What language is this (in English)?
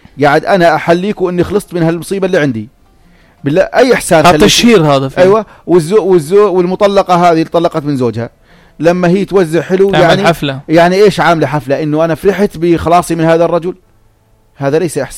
North Levantine Arabic